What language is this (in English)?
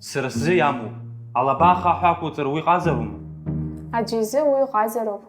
Abkhazian